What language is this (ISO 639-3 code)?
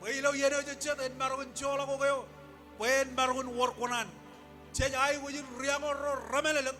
mah